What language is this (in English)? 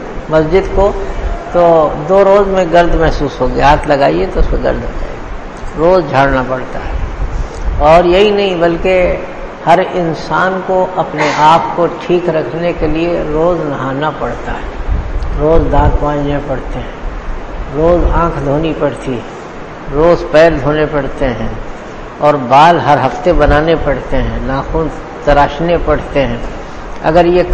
Urdu